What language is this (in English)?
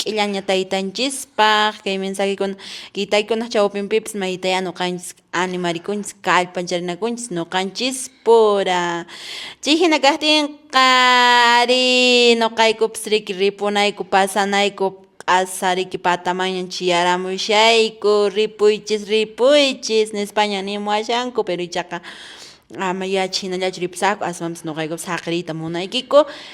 Quechua